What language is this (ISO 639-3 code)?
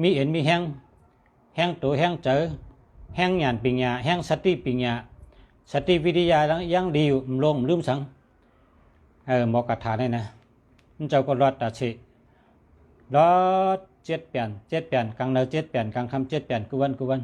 shn